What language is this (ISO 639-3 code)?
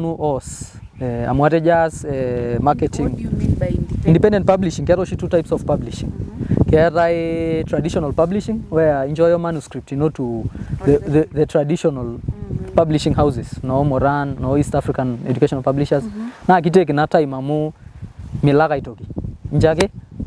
mas